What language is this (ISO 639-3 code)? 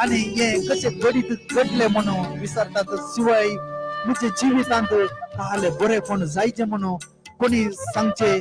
kok